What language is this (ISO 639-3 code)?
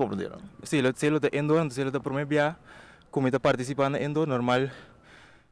pap